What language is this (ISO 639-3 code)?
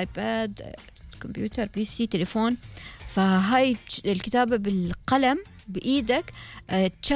afb